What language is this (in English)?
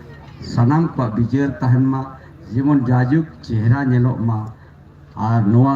Santali